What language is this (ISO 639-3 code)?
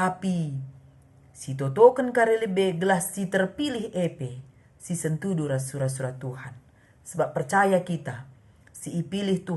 btx